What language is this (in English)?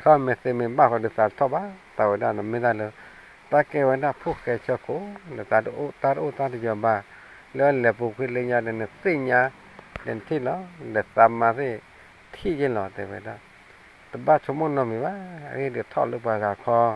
S'gaw Karen